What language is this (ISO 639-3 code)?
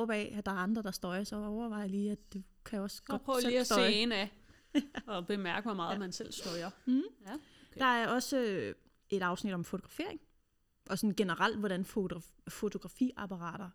dan